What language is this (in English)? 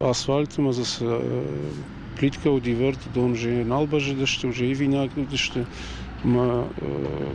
Ossetic